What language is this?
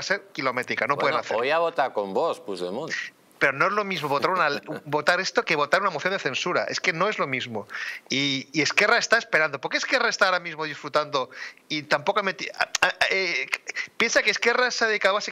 Spanish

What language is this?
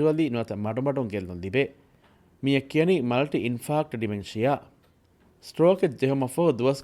Divehi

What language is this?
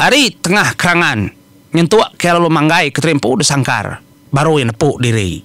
Iban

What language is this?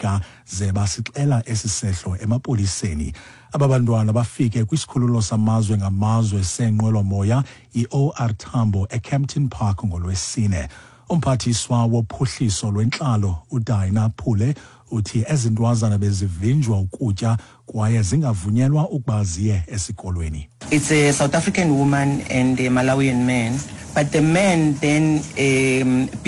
Xhosa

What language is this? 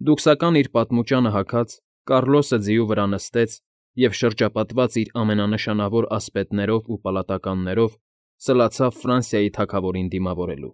Armenian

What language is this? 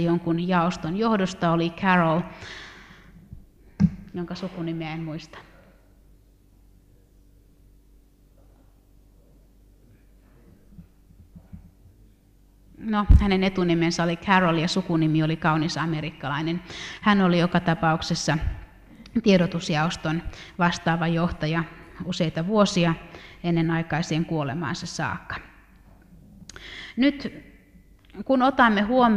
Finnish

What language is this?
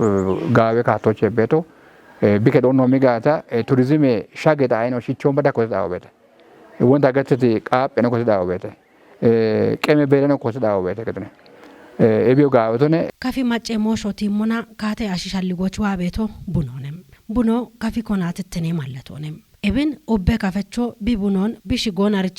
Kafa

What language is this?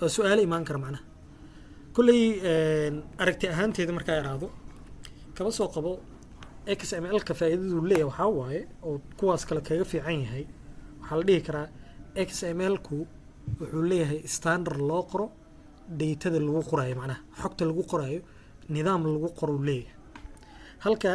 Somali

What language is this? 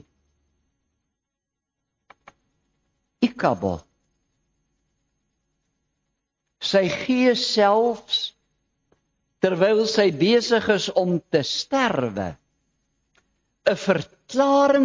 Afrikaans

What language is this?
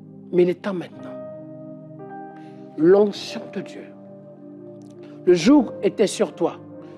French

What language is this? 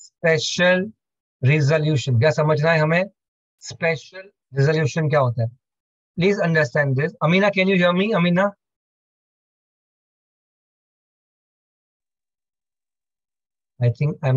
Hindi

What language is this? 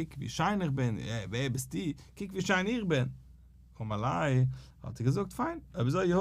Yiddish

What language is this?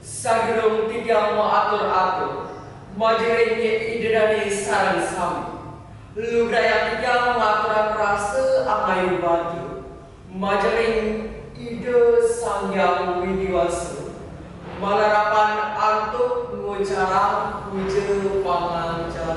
Balinese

